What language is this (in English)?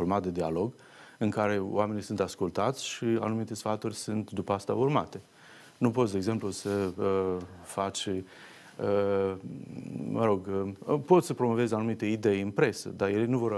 Romanian